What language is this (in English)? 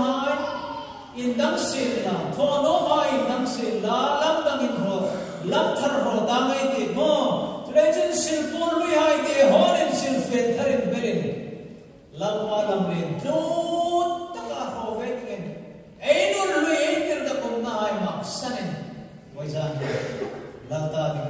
Hmar